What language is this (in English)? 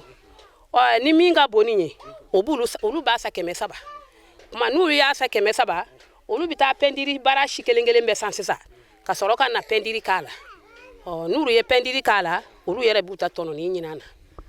Bambara